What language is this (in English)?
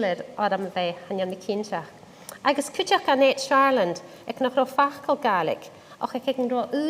Scottish Gaelic